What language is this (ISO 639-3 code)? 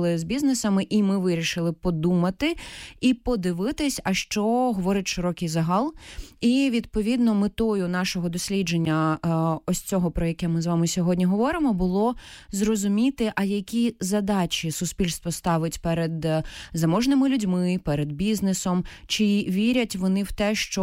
ukr